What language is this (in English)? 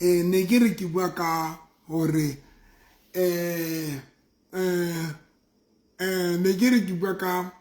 Southern Sotho